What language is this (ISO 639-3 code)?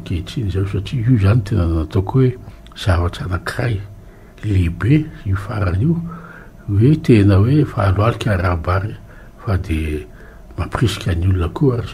mlg